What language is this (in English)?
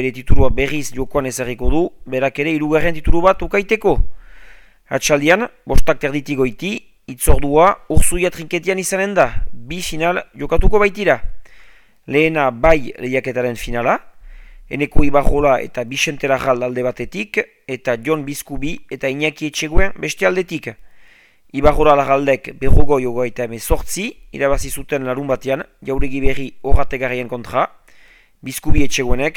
Basque